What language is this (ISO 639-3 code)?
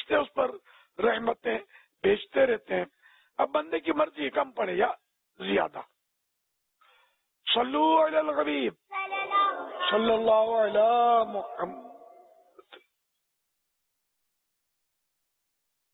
urd